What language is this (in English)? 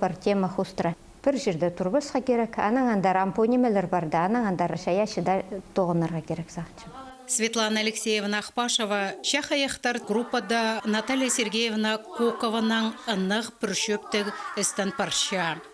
Khakas